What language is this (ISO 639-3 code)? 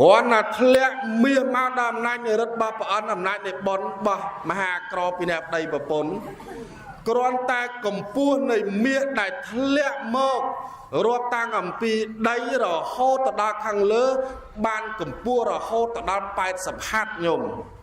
khm